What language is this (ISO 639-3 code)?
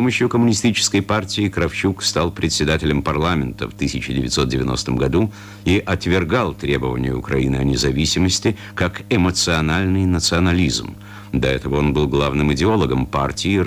rus